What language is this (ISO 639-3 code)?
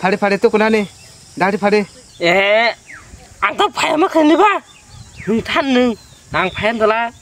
trp